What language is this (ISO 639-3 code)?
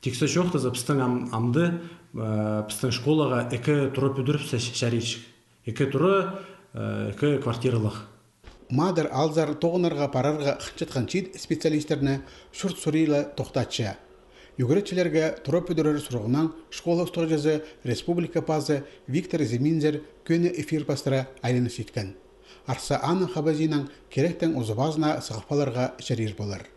kjh